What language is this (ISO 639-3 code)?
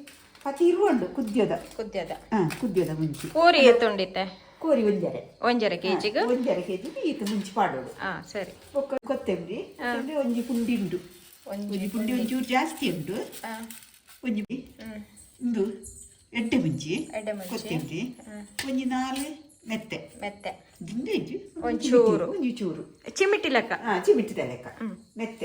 tcy